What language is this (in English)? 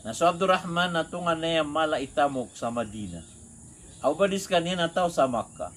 Maranao